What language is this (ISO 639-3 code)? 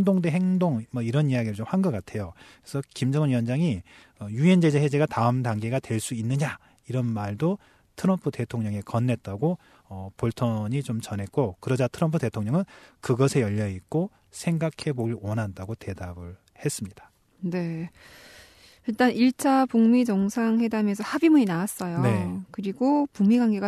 kor